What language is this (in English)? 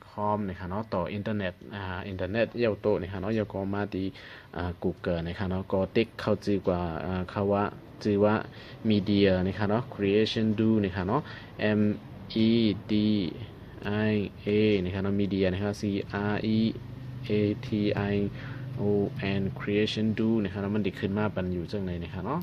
Shan